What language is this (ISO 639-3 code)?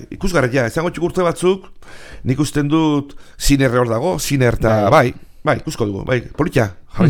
eus